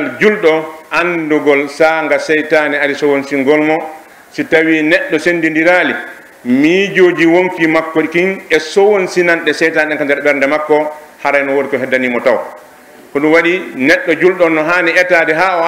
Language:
Pular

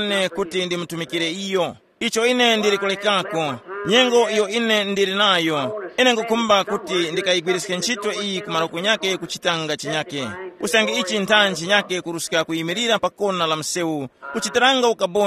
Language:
Tumbuka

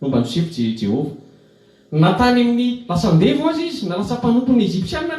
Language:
Malagasy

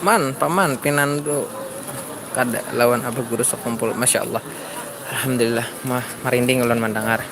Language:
Banjar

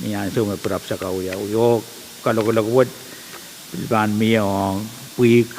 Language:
Pohnpeian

